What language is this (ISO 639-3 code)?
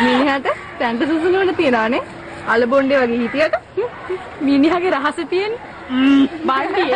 sin